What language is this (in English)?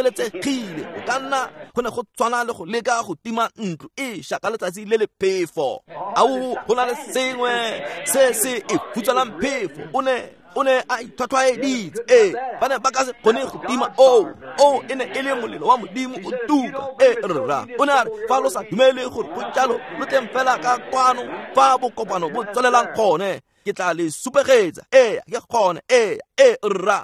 Tswana